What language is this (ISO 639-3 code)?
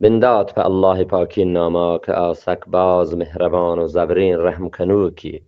bgp